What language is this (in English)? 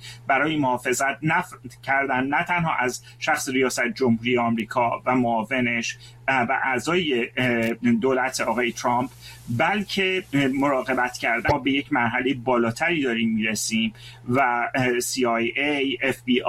Persian